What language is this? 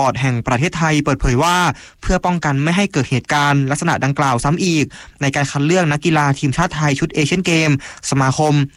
Thai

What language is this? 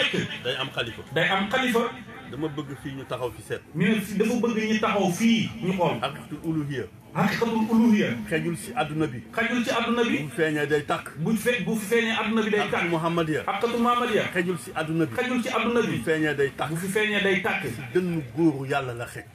Wolof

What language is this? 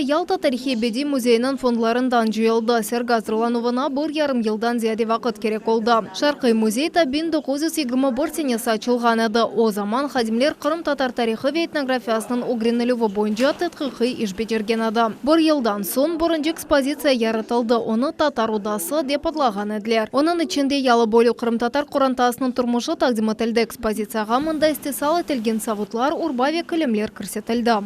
Crimean Tatar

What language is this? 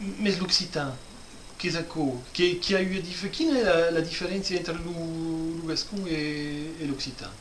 Occitan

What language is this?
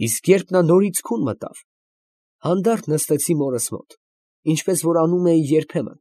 Armenian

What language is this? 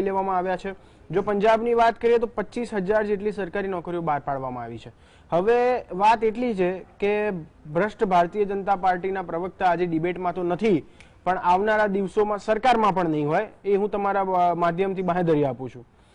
Gujarati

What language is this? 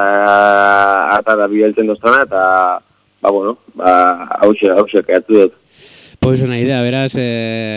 Basque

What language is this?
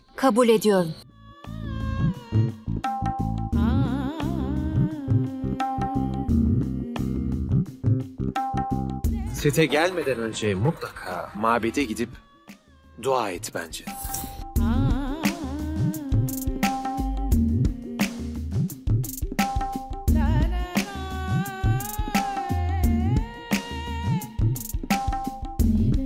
Turkish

